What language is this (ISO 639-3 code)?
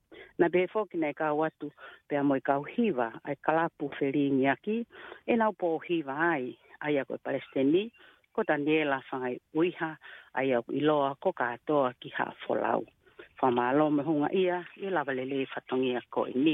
ton